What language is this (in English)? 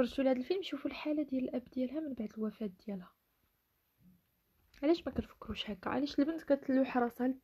Moroccan Arabic